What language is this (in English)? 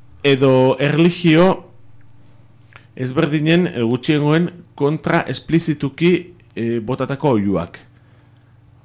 Basque